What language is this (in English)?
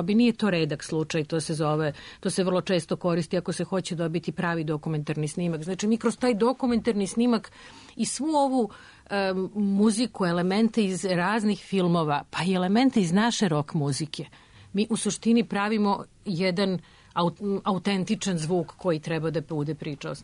Serbian